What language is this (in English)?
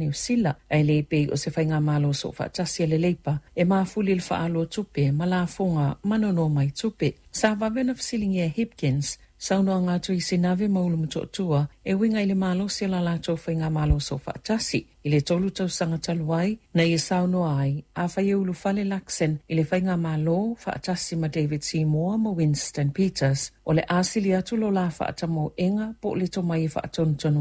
Samoan